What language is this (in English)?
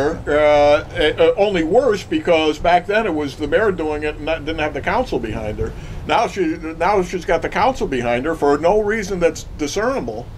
English